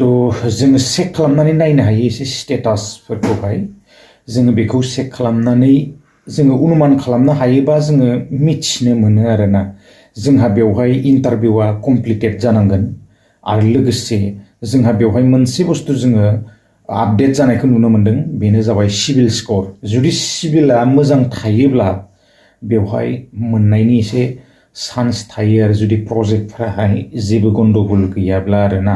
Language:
Bodo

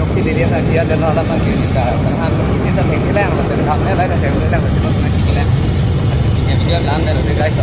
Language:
Karbi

